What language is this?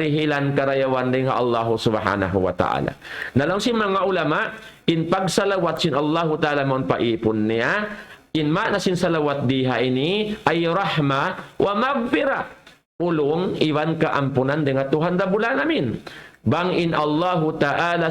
Tausug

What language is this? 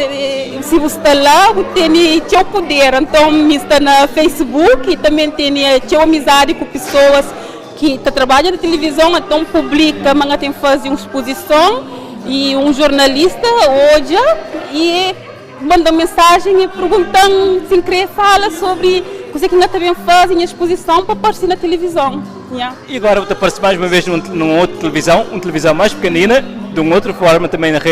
Kabuverdianu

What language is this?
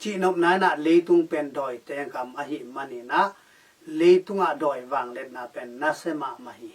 Tedim Chin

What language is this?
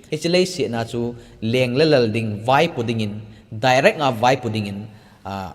Thado Chin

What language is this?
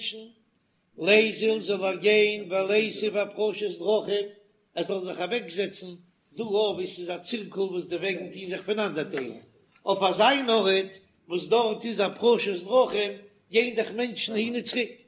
Yiddish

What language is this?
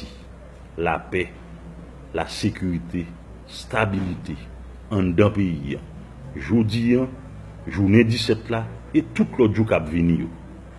Haitian Creole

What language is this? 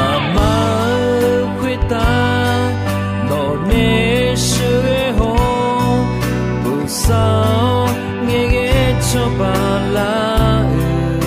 Akha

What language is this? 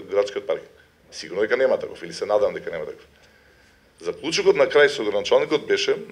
Macedonian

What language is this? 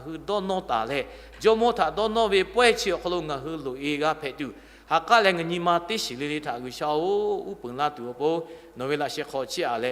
Lahu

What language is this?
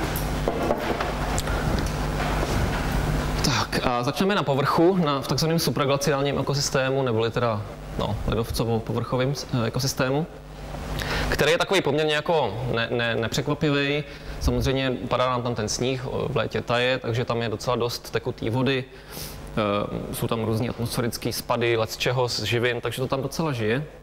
Czech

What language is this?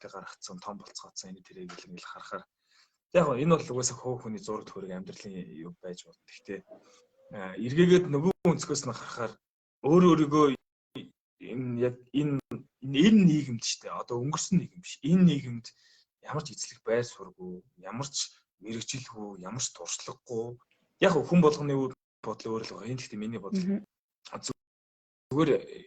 Mongolian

